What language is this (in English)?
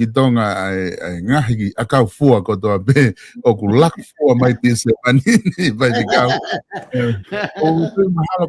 Tongan